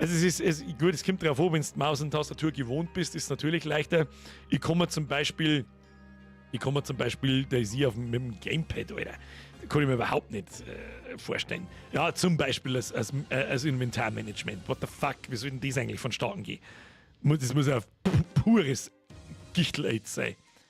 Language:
Bavarian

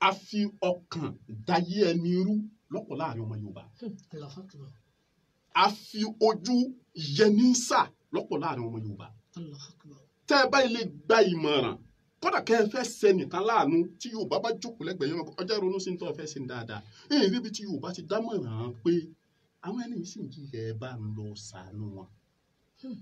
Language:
Yoruba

